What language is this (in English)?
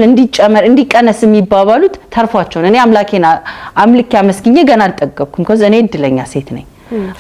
Amharic